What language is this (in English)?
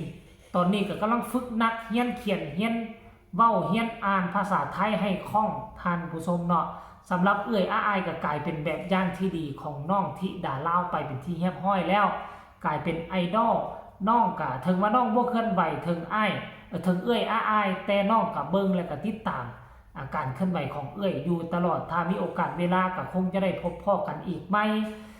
Northeastern Thai